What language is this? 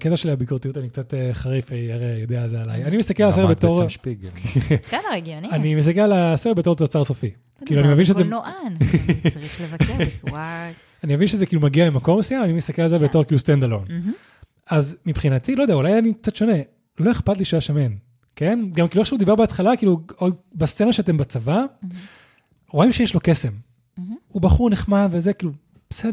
Hebrew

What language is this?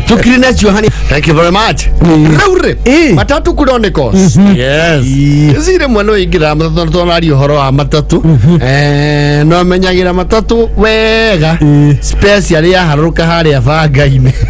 Kikuyu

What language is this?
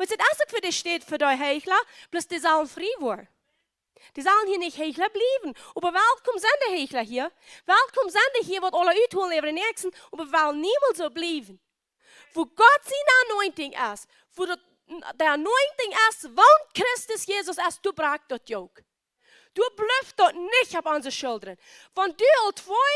Plautdietsch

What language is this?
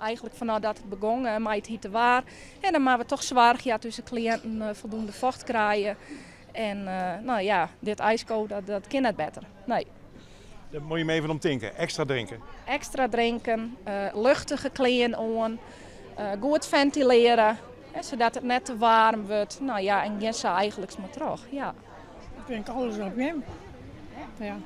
Western Frisian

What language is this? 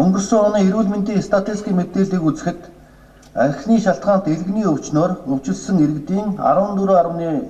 Mongolian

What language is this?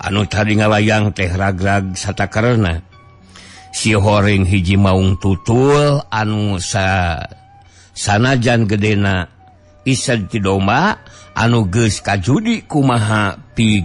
Sundanese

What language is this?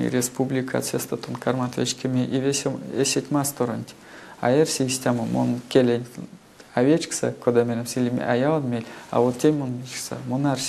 Erzya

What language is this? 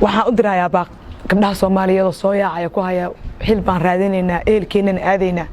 Somali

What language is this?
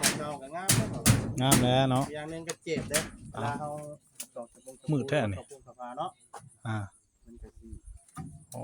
Northeastern Thai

